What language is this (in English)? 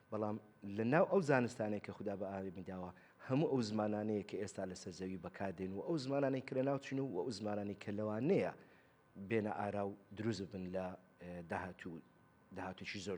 Central Kurdish